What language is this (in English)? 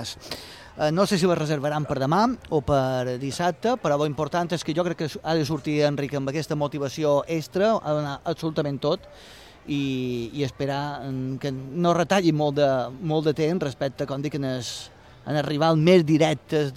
Catalan